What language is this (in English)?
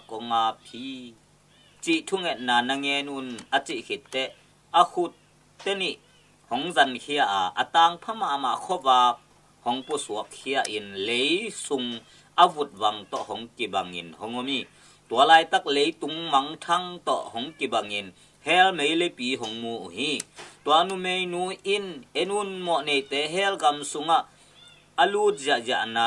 Tedim Chin